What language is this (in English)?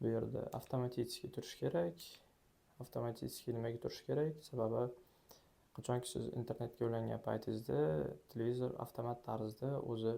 Uzbek